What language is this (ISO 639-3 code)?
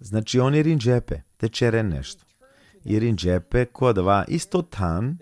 rmn